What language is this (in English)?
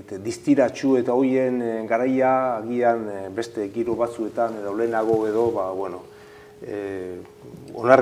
Basque